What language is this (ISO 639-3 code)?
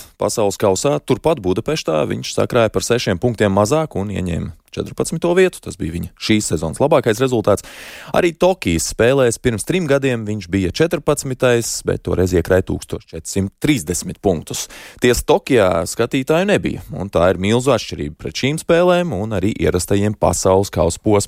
lav